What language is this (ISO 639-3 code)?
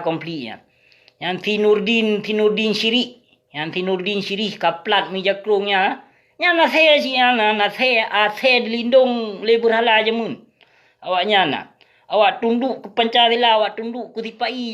ace